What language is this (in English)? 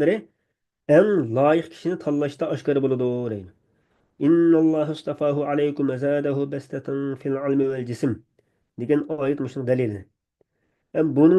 Uyghur